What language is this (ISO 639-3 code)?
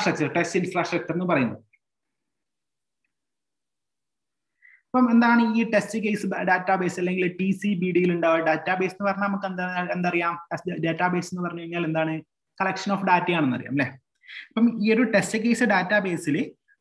mal